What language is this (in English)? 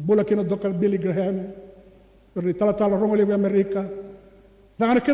Fijian